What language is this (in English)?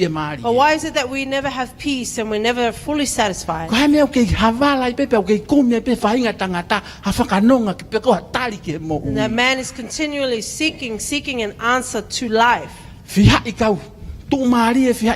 Tongan